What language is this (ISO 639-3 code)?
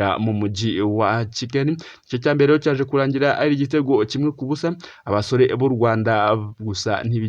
kin